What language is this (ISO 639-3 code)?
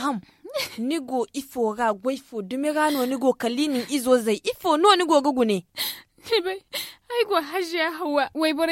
dje